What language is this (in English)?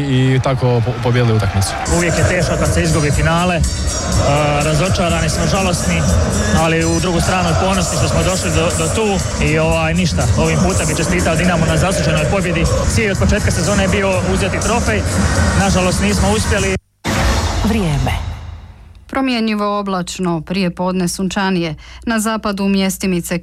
Croatian